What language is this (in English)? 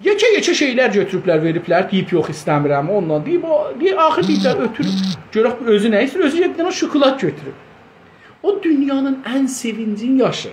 South Azerbaijani